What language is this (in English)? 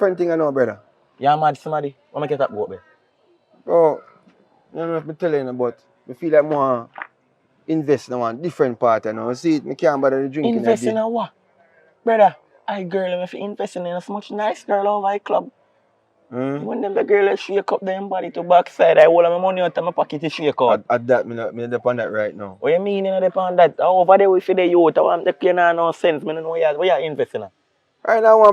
Jamaican Creole English